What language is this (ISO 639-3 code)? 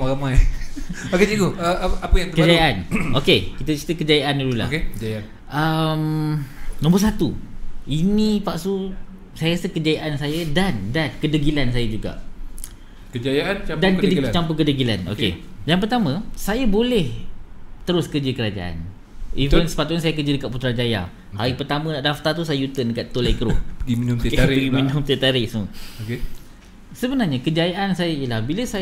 msa